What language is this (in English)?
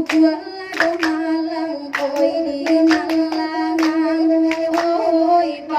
Minangkabau